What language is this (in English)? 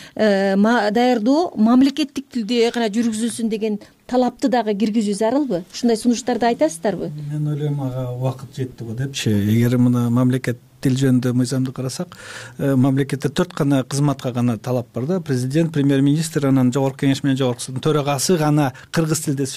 Kyrgyz